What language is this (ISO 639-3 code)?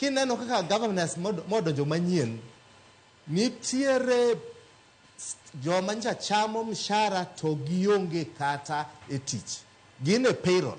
luo